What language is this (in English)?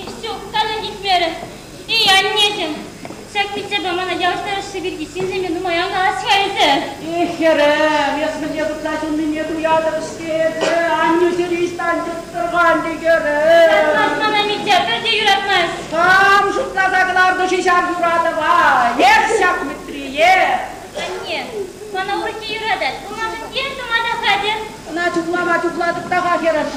Chuvash